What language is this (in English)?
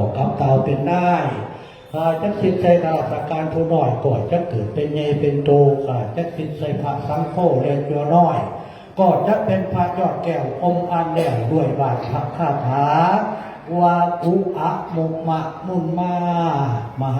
Northeastern Thai